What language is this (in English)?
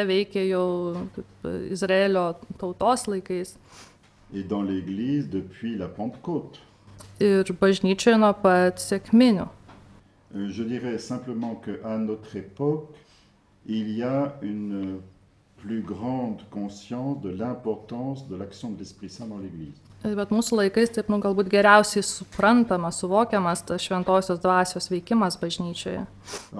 Lithuanian